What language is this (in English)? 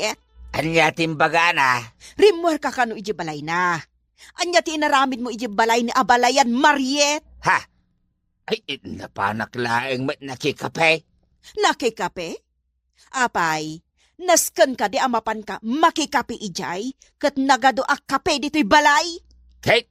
Iloko